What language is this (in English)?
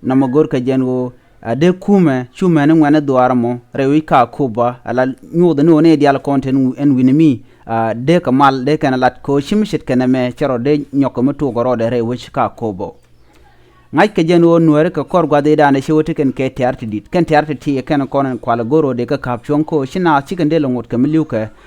Nuer